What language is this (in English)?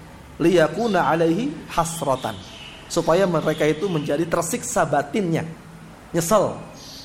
Indonesian